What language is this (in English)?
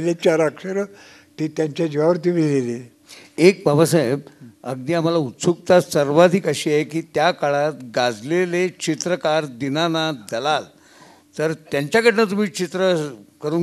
Marathi